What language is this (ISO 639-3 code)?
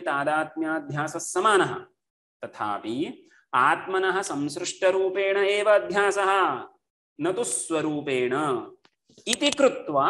san